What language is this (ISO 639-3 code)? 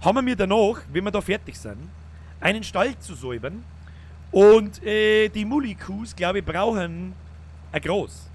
bar